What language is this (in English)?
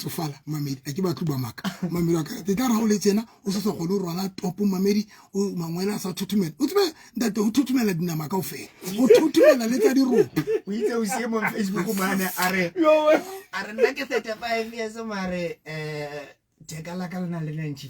Southern Sotho